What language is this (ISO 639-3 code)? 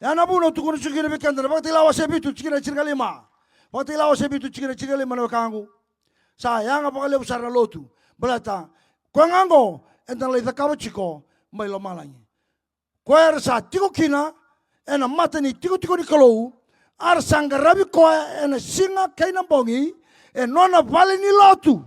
fij